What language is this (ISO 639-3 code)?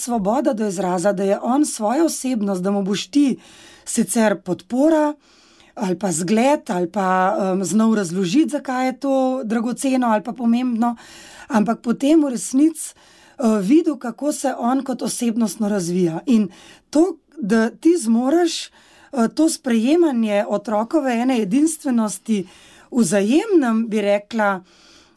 slv